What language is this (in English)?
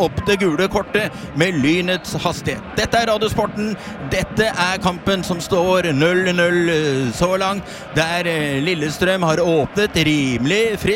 Norwegian